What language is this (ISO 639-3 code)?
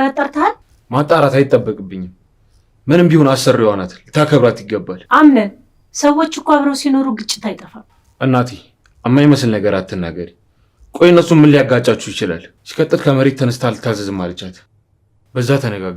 amh